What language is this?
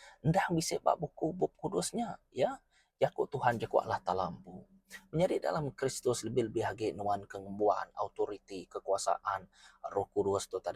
Iban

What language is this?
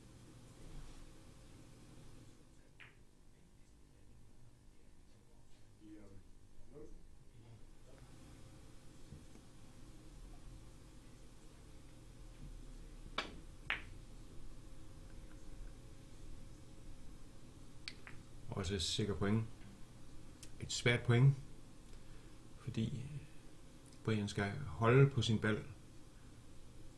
Danish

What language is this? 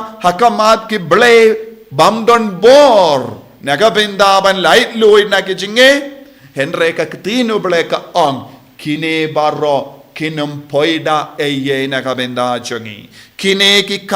Khasi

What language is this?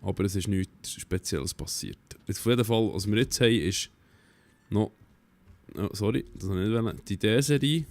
Swiss German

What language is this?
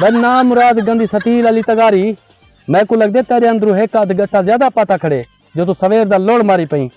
Saraiki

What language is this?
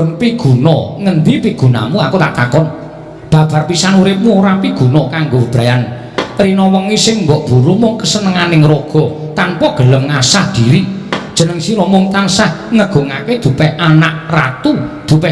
Javanese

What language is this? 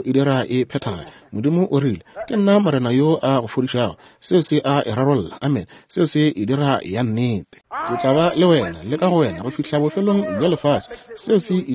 Northern Sotho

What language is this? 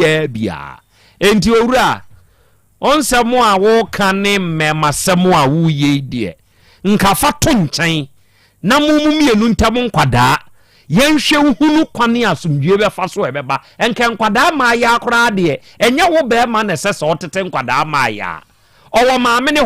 Akan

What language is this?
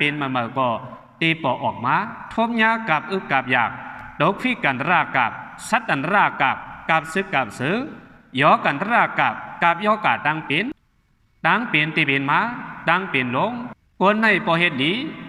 Shan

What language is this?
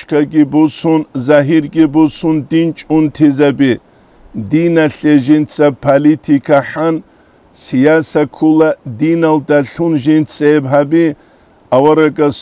Avaric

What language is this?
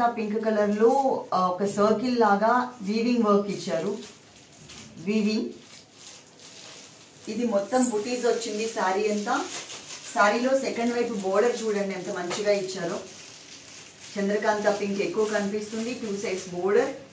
Telugu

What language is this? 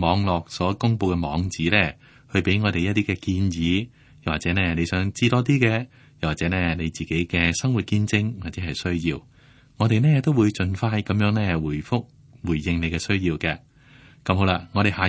Cantonese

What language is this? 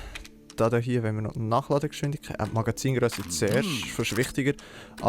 Swiss German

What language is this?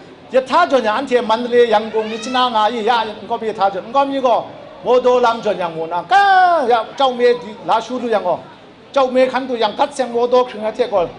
Kachin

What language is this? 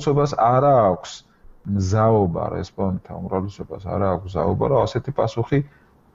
Georgian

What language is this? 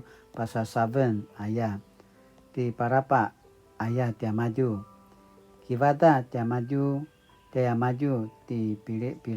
Paiwan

